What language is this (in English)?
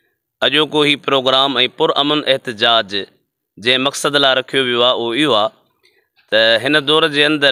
Sindhi